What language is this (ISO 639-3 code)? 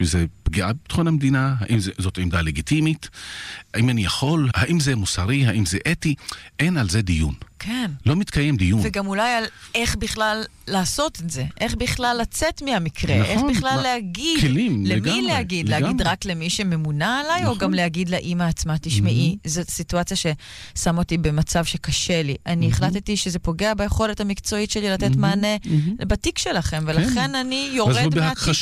heb